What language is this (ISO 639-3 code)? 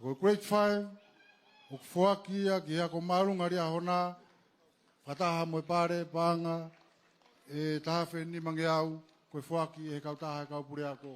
ton